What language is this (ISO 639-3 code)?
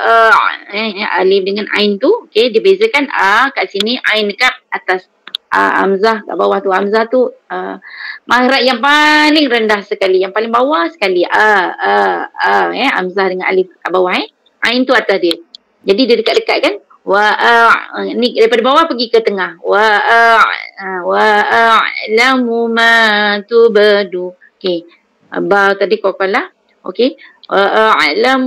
msa